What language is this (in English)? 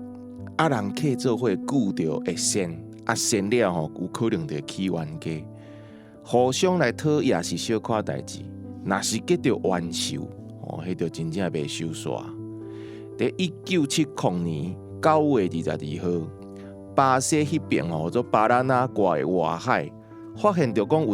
Min Nan Chinese